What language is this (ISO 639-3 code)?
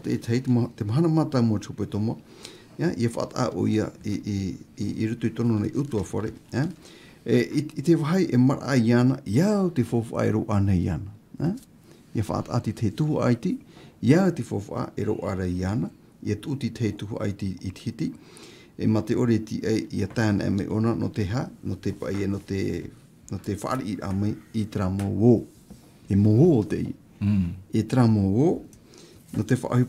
tah